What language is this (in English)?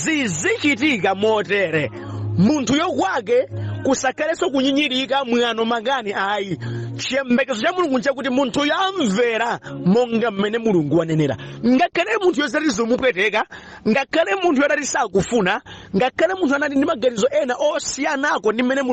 Nyanja